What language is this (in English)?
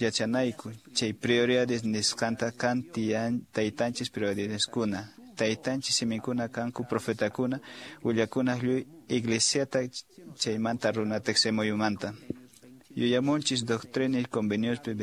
Quechua